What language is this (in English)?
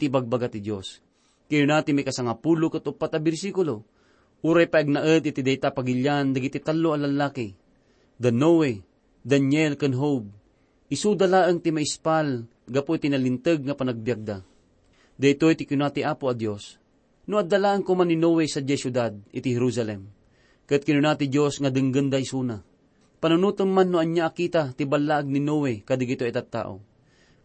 Iloko